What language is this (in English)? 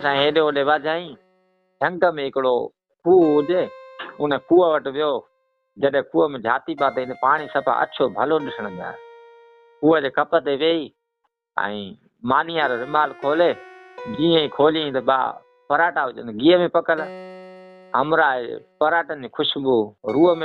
Sindhi